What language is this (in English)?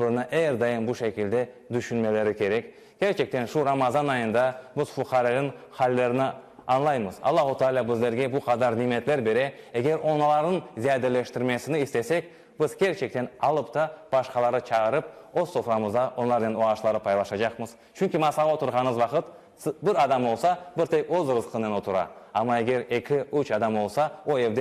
Crimean Tatar